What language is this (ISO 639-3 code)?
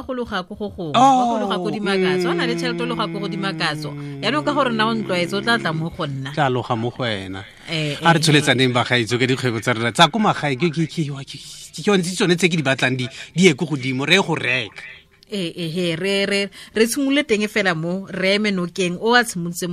tsn